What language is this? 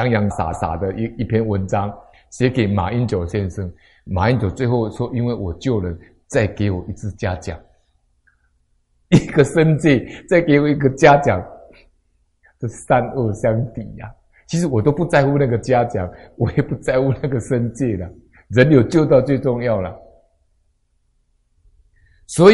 Chinese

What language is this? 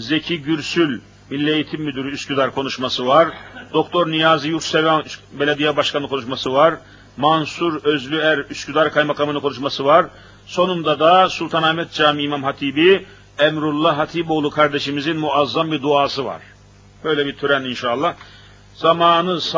Turkish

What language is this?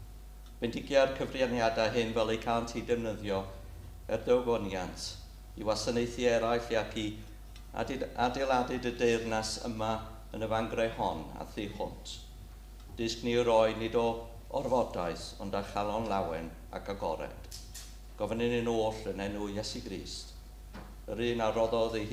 Welsh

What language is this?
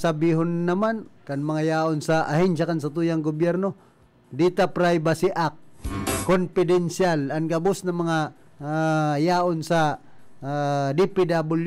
Bikol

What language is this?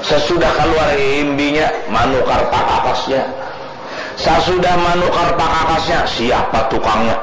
Banjar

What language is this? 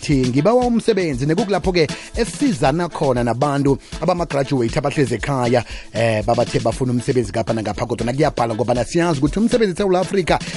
South Ndebele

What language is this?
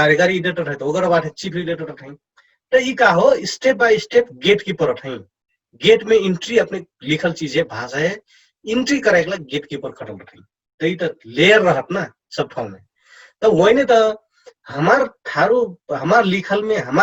Dangaura Tharu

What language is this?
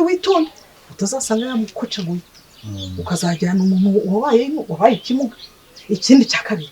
Kinyarwanda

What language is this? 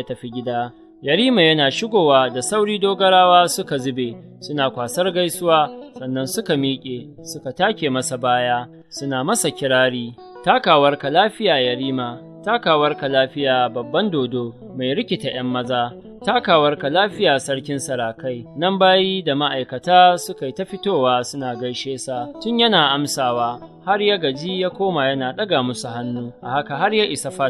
Hausa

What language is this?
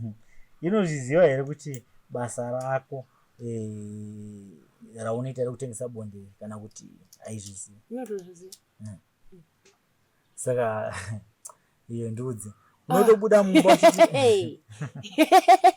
Shona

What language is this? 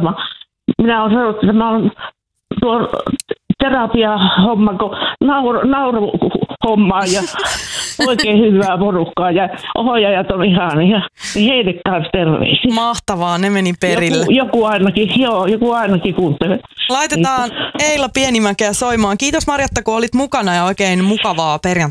Finnish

